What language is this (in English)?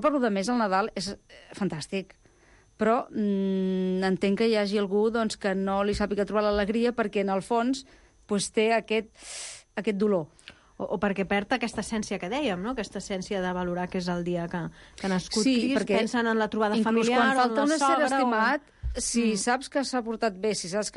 Catalan